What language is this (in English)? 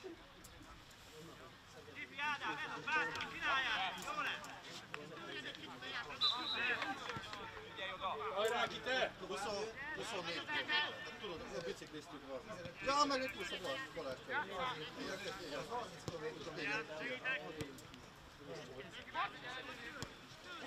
Hungarian